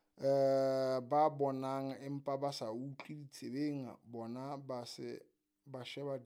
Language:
Southern Sotho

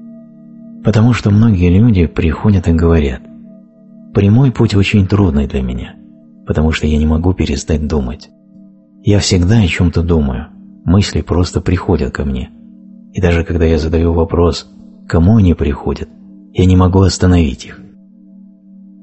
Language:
Russian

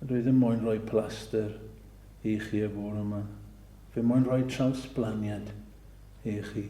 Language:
Welsh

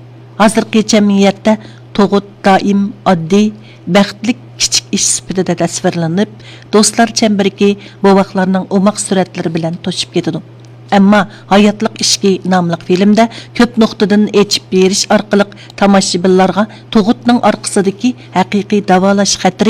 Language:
Uyghur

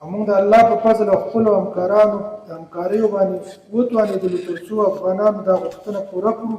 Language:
Pashto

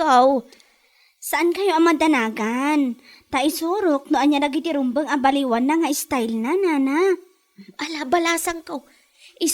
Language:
Iloko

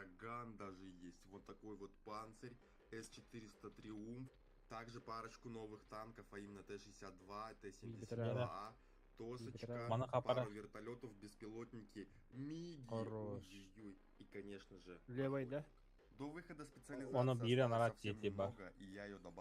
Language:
Yakut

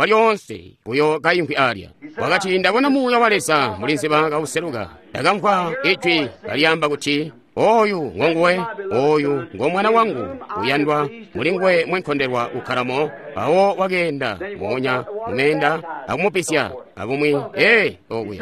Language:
Tonga (Zambia)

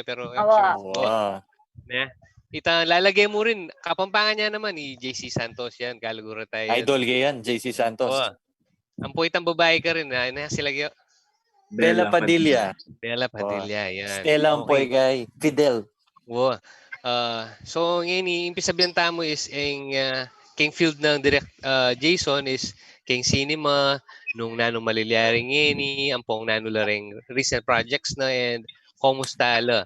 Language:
Pampanga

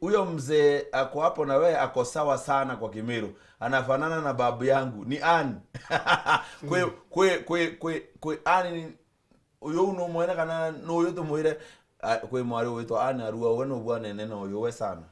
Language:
Meru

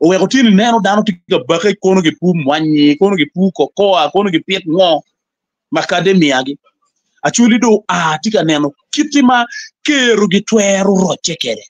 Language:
Acoli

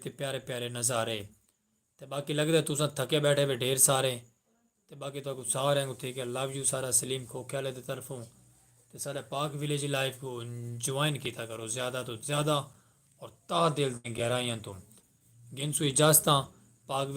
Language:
Saraiki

